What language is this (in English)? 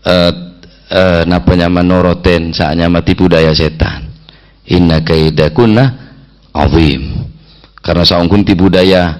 Madurese